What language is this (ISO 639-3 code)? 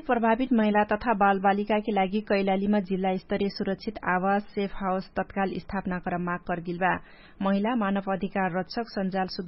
thl